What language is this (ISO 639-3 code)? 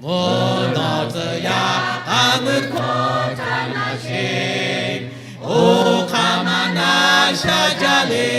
lhu